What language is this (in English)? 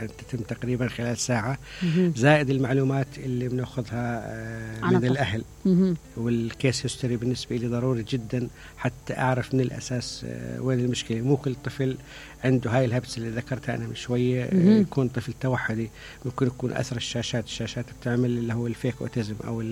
Mesopotamian Arabic